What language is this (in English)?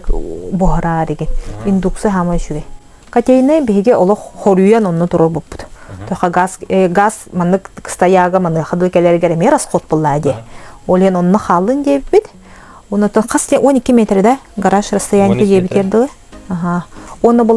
Yakut